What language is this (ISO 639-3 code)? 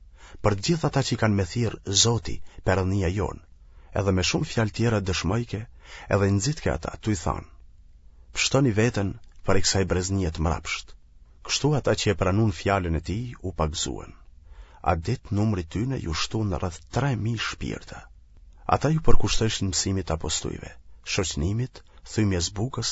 sqi